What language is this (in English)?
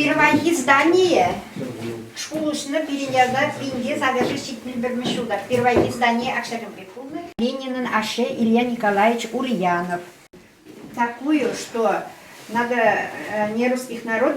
Chuvash